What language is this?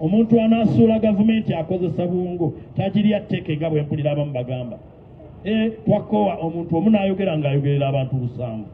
Ganda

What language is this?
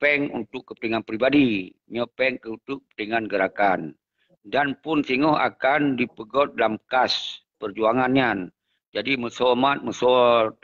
Achinese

